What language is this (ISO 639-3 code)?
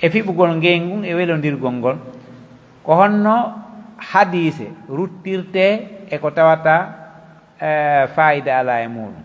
fuf